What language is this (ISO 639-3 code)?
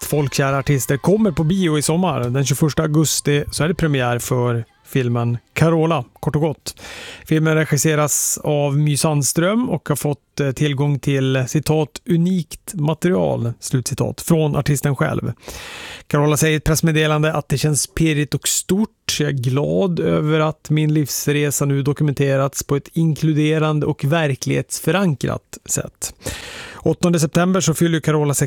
swe